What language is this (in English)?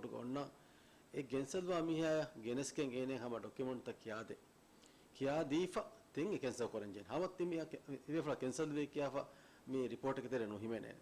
Divehi